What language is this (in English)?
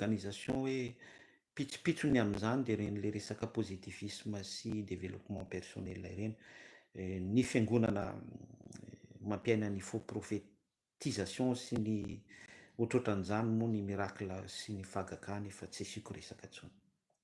Malagasy